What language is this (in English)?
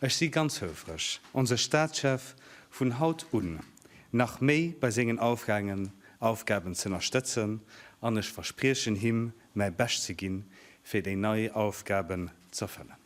Luxembourgish